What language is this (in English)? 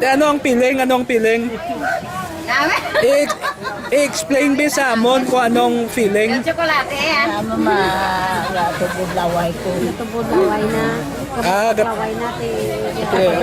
Hiligaynon